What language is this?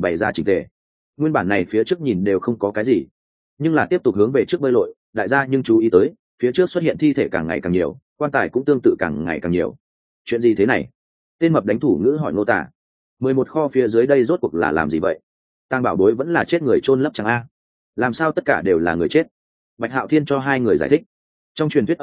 Vietnamese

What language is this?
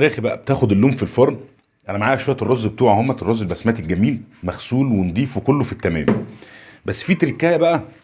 Egyptian Arabic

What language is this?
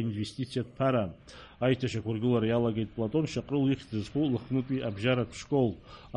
Abkhazian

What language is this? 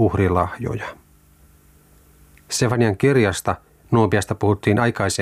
Finnish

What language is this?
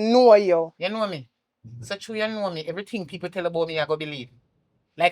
Jamaican Creole English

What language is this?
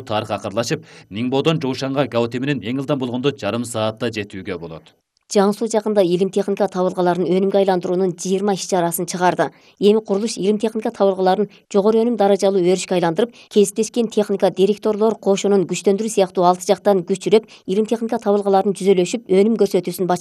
Kyrgyz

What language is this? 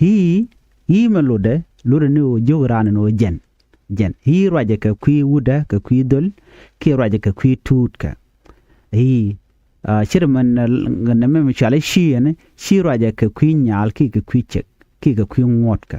Nuer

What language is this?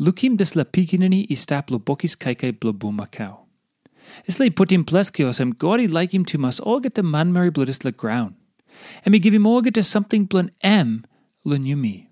Tok Pisin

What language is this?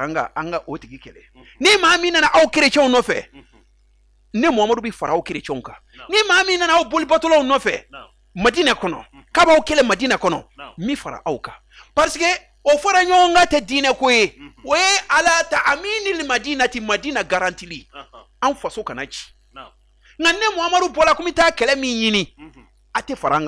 Bambara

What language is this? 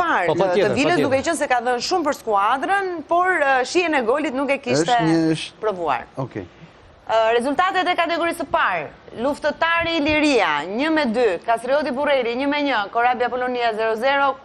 Albanian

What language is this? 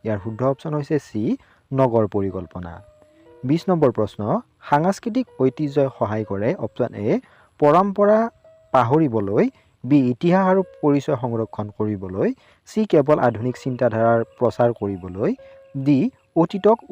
Assamese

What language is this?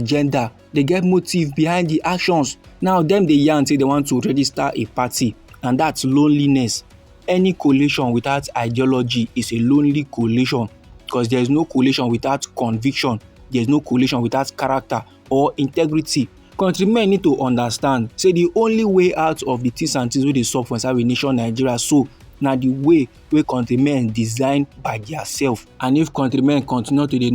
Nigerian Pidgin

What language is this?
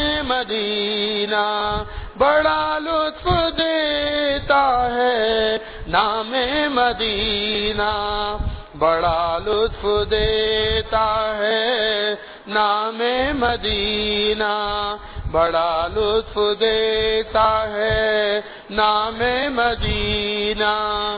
Urdu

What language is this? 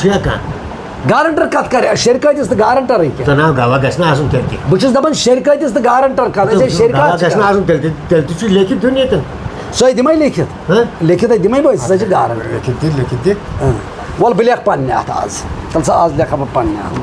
Kashmiri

